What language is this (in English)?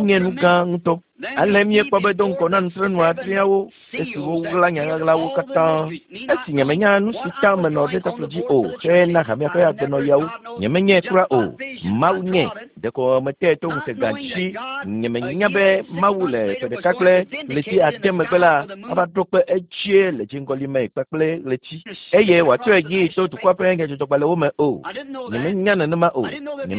Ewe